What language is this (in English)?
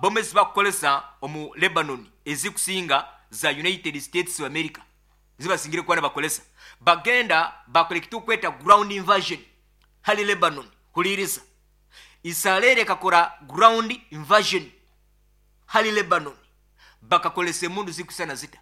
Nyankole